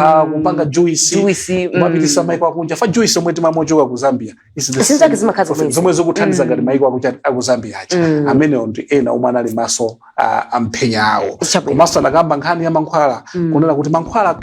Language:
Nyanja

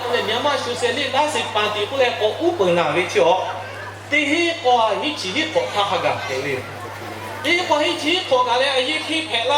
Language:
Lahu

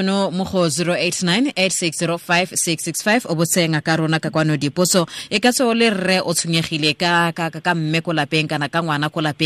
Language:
Tswana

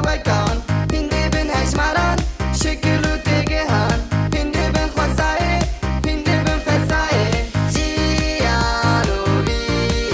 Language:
Kurdish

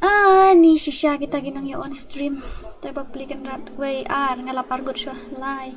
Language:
Khasi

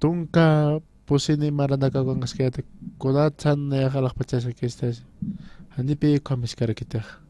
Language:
Aymara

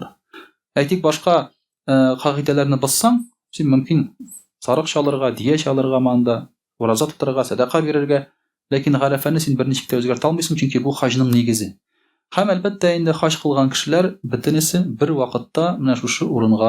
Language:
Tatar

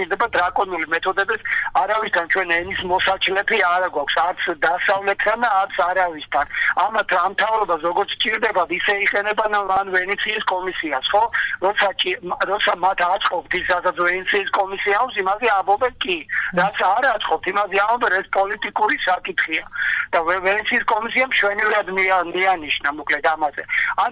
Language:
Georgian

